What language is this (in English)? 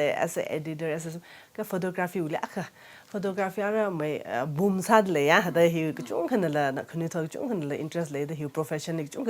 Tangkhul Naga (India)